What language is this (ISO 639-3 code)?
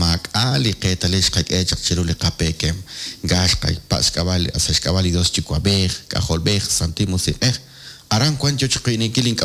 kek